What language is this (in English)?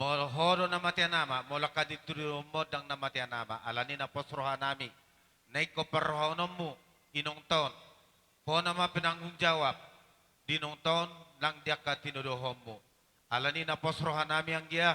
Batak Toba